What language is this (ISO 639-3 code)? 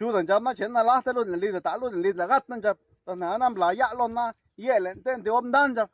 zap